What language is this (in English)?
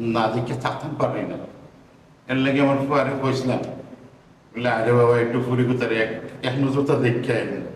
Sylheti